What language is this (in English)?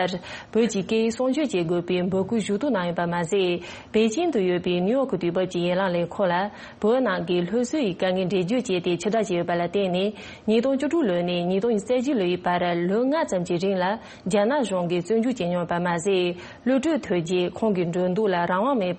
Tibetan